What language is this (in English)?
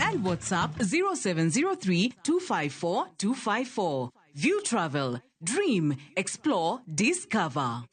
Luo (Kenya and Tanzania)